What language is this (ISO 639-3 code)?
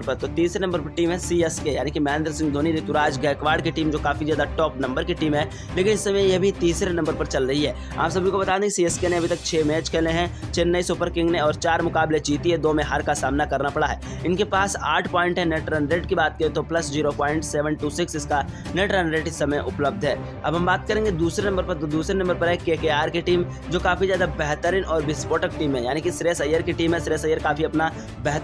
hin